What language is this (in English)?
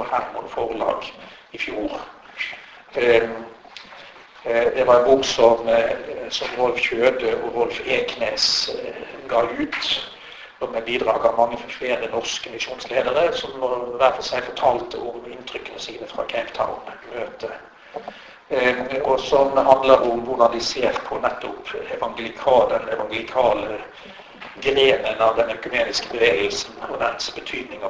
Norwegian